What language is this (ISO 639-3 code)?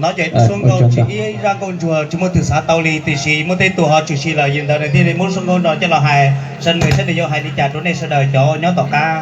hmn